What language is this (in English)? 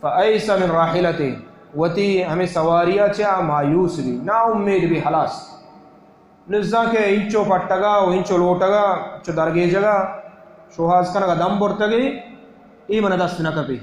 Baluchi